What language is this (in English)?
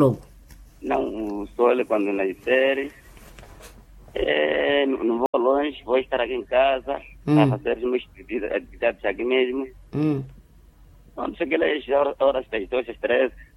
Portuguese